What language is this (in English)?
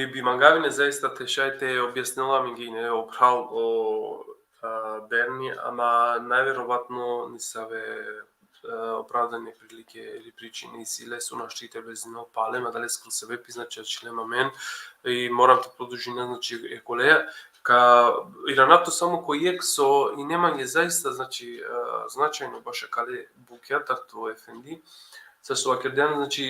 Balkan Romani